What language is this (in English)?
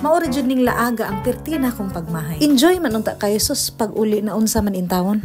Cebuano